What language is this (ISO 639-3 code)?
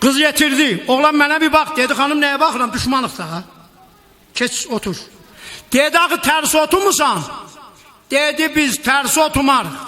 azb